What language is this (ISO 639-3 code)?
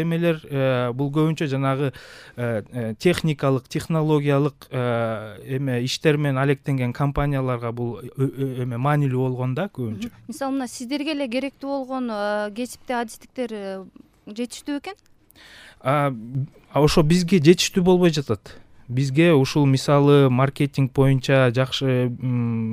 kir